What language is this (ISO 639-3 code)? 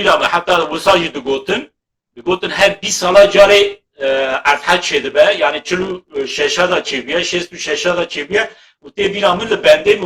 kur